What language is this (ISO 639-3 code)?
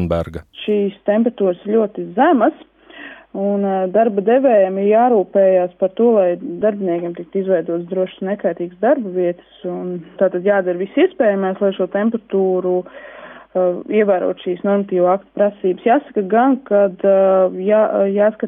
lav